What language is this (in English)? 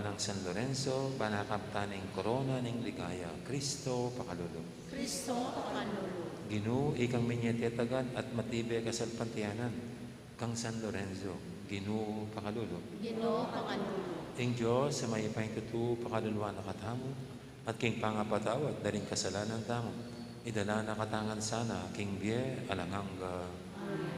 Pampanga